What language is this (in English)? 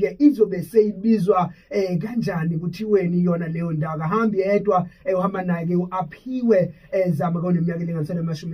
Zulu